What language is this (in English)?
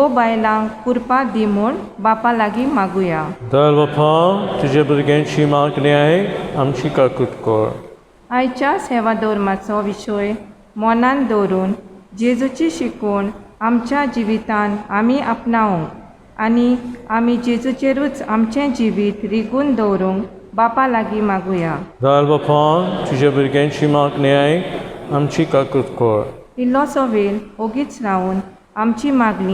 Konkani